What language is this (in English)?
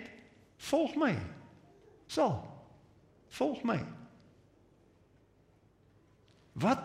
Afrikaans